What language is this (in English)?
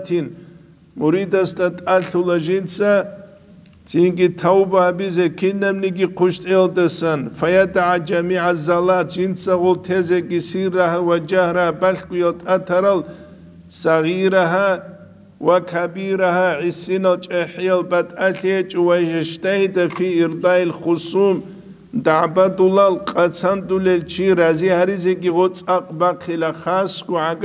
Avaric